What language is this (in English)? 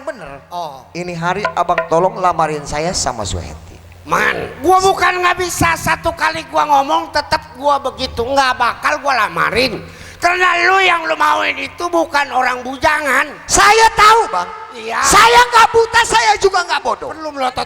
Betawi